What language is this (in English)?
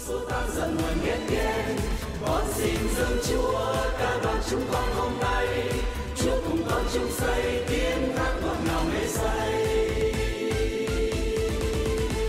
Vietnamese